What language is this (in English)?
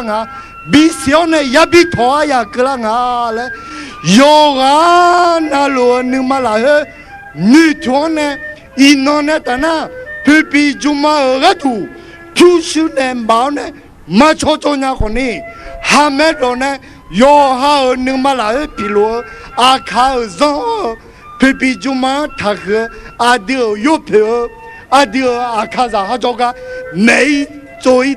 Akha